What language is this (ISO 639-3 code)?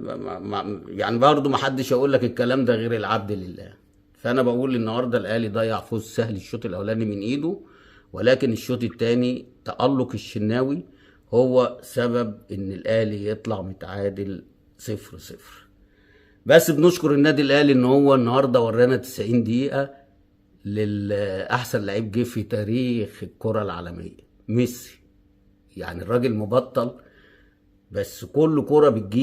arz